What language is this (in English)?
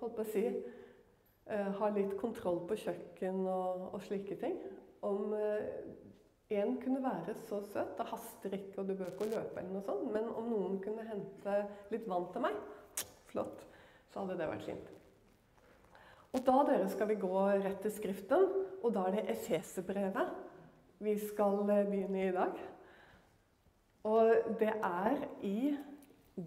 Norwegian